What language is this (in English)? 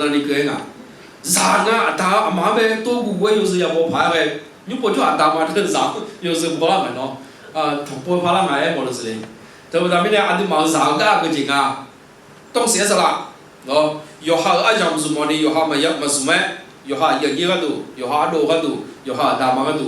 Akha